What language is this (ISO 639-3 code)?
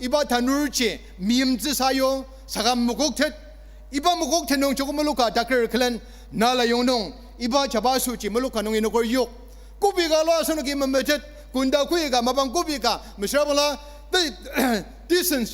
njo